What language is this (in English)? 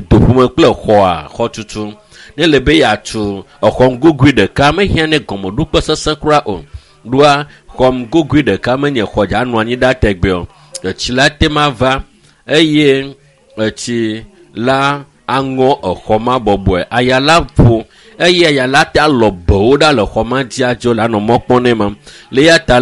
Ewe